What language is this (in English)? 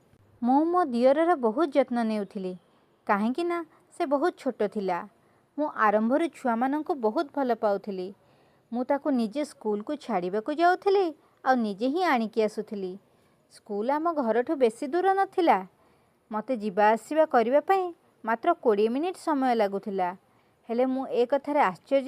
Odia